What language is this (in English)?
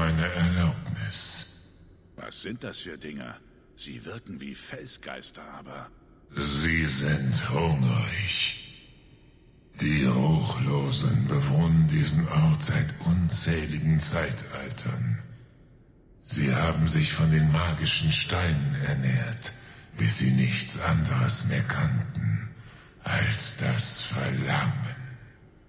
German